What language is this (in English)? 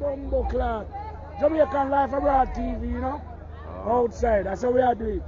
Jamaican Creole English